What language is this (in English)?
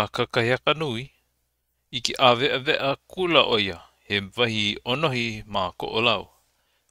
Hawaiian